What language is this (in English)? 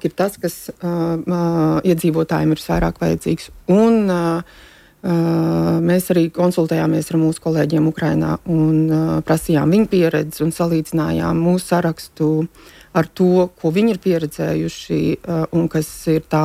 Latvian